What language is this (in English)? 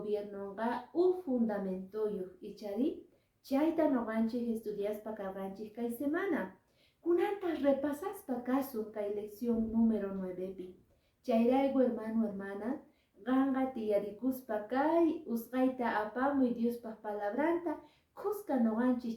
Quechua